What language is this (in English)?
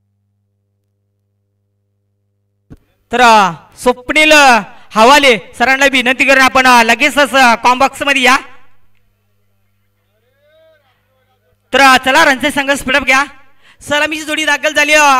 Marathi